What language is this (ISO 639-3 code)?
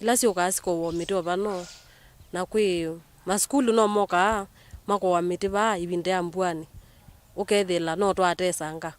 kam